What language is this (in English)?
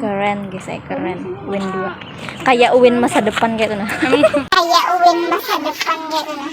Banjar